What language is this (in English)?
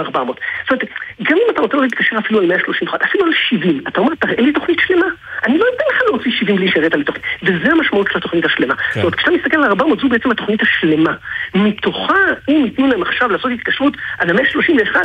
Hebrew